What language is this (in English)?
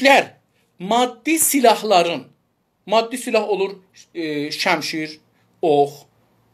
South Azerbaijani